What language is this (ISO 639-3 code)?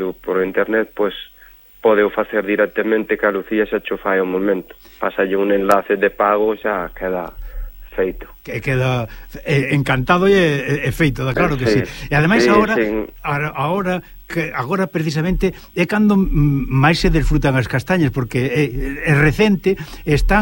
glg